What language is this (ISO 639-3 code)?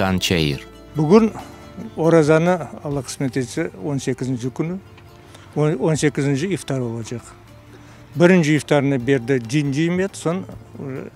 crh